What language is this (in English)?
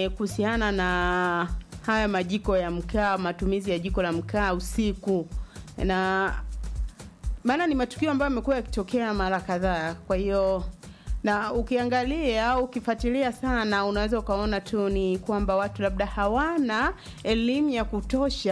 Swahili